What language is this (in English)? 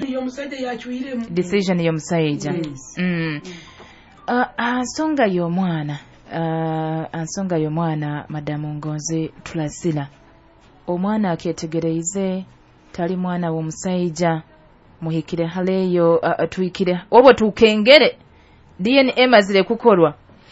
Nyoro